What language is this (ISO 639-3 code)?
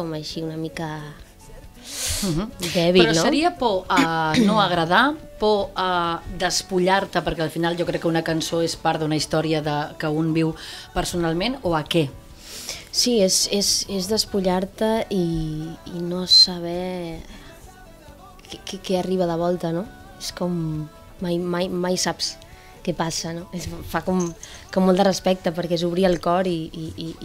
cat